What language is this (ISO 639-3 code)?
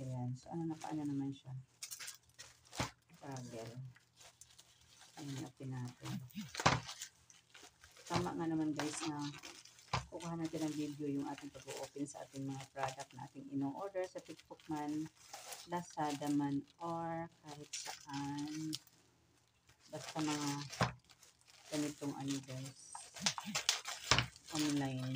fil